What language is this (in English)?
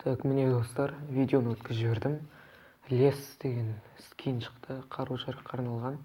Kazakh